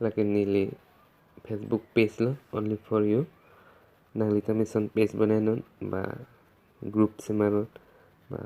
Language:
Karbi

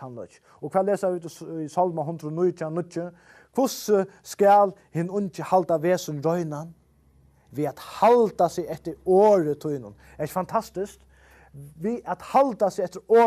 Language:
Faroese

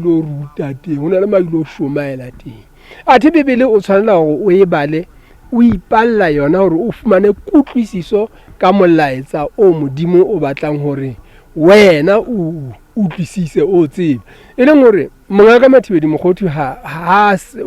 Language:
Southern Sotho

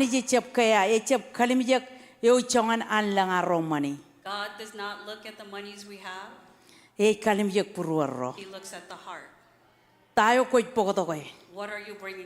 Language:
Marshallese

